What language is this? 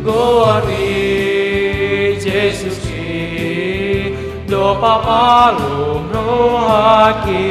Batak Toba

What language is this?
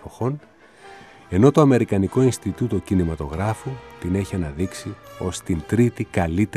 Greek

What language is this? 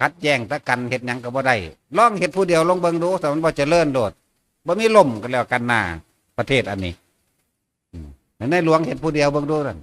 Northeastern Thai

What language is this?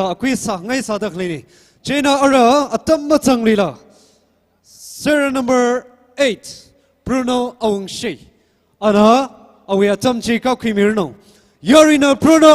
Tangkhul Naga (India)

